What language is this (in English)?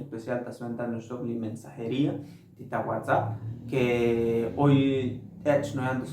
Tzotzil